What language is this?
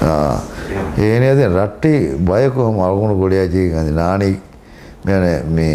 Divehi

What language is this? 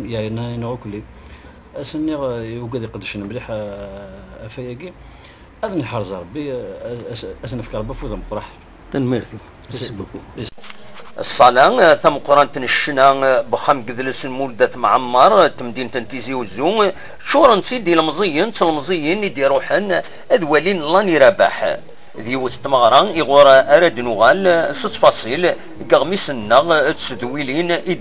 Kabyle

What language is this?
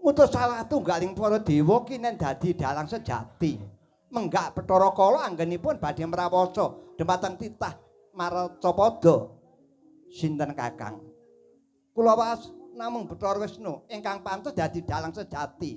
Javanese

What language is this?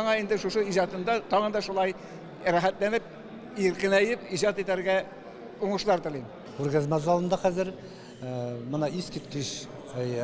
Tatar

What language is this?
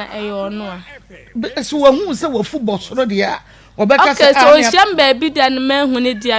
Akan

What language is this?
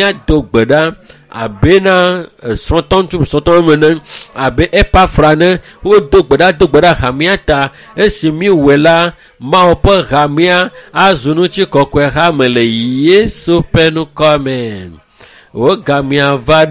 Ewe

